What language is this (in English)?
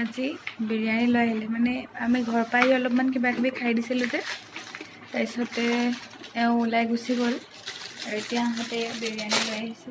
Assamese